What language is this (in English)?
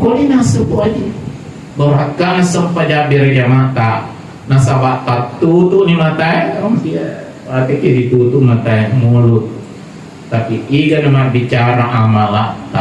Buginese